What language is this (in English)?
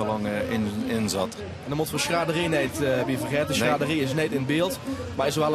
Limburgish